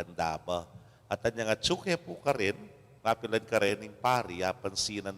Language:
Pampanga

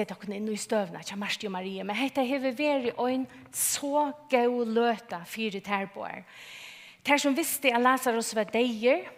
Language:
Faroese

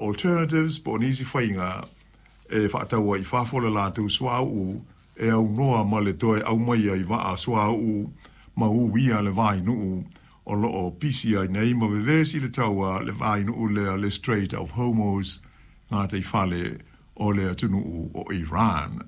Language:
Samoan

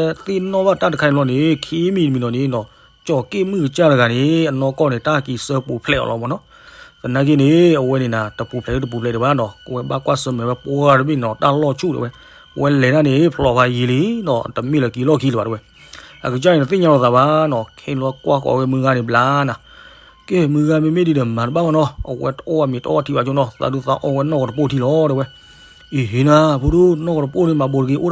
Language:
S'gaw Karen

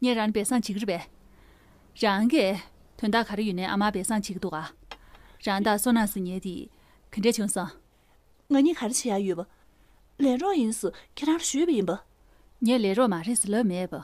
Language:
Tibetan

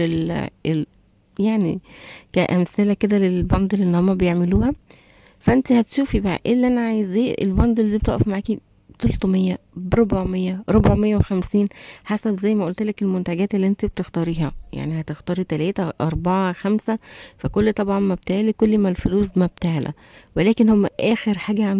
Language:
Egyptian Arabic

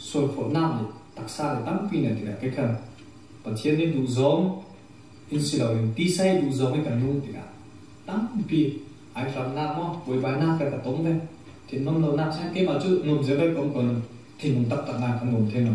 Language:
Falam Chin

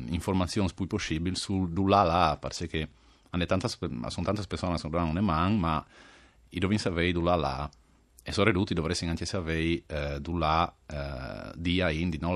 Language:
Friulian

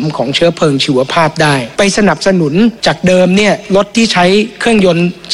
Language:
Thai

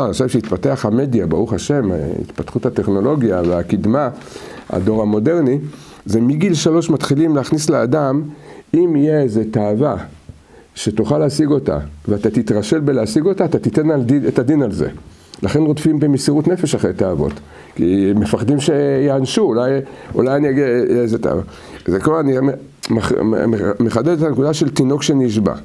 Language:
Hebrew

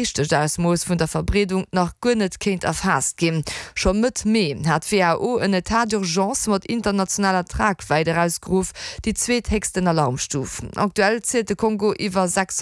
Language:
Luxembourgish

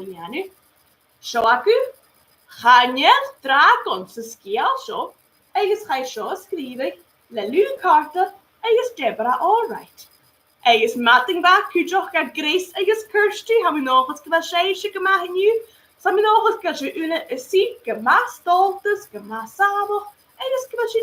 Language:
Scottish Gaelic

